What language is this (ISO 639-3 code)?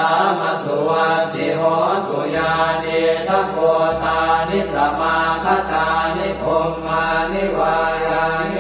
pli